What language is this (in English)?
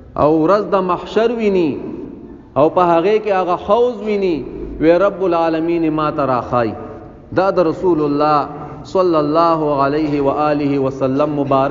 Pashto